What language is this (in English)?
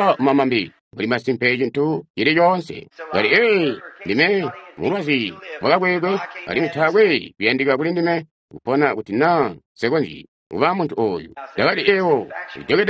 Tonga (Zambia)